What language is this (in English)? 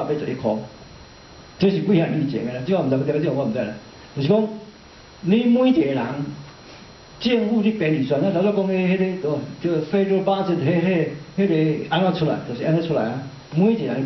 Min Nan Chinese